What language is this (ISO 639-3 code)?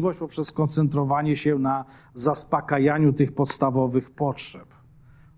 pol